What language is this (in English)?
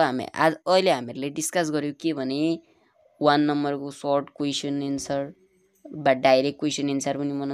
Nepali